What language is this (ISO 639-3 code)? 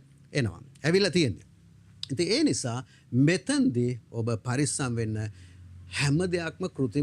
sin